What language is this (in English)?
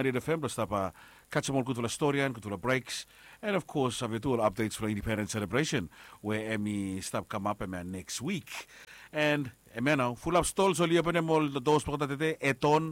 Bislama